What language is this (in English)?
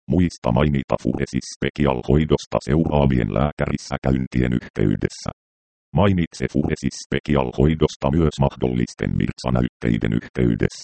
Finnish